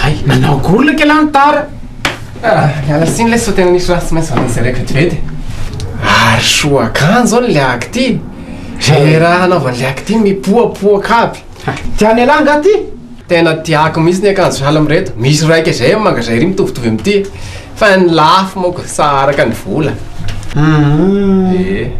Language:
Malagasy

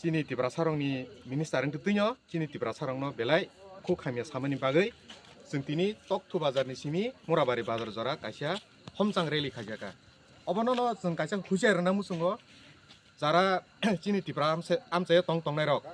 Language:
Kok Borok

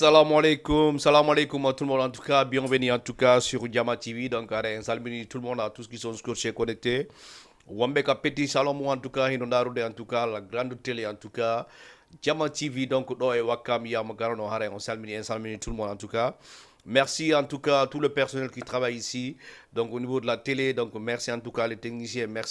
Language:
Fula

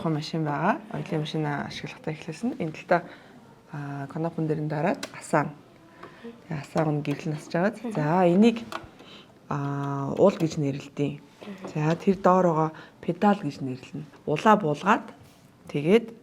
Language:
Mongolian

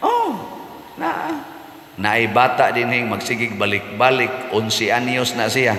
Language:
Cebuano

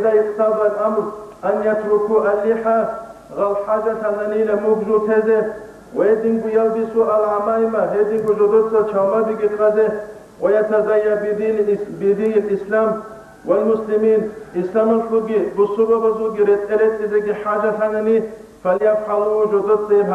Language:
Avaric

